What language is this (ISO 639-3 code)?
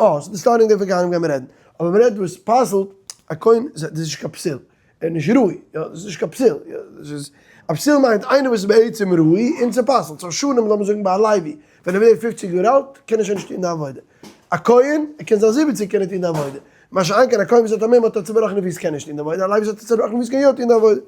yid